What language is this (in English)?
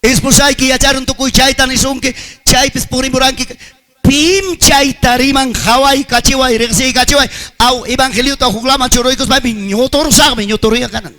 Ayacucho Quechua